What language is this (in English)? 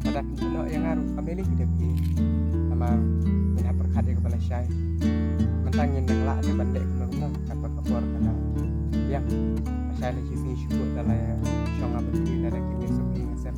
Khasi